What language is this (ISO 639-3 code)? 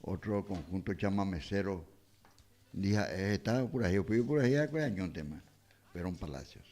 grn